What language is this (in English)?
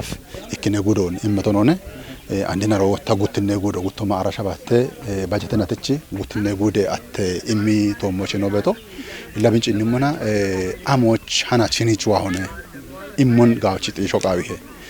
Kafa